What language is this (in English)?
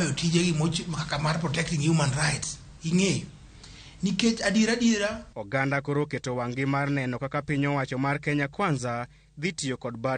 Luo (Kenya and Tanzania)